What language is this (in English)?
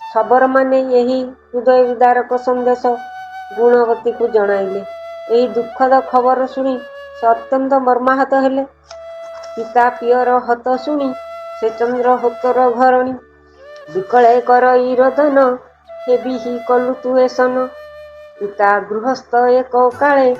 Odia